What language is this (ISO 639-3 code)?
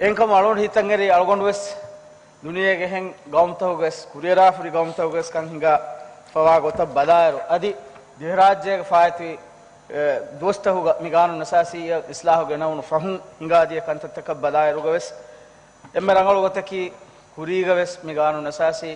div